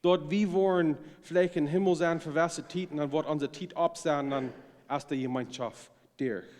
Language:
Plautdietsch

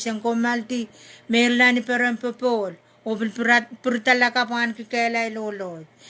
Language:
Pohnpeian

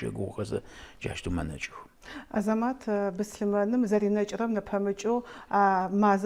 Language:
Adyghe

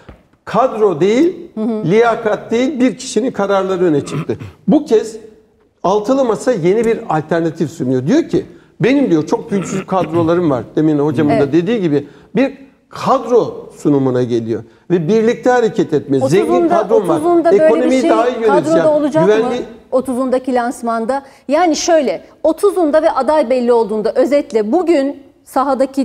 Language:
Turkish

